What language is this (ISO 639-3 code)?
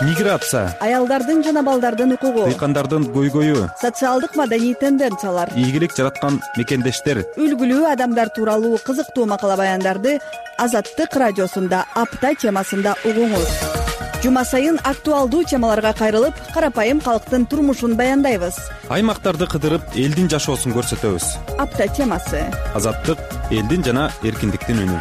kir